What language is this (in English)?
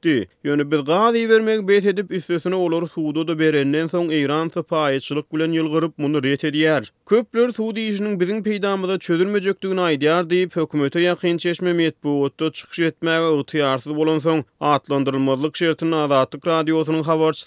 Turkmen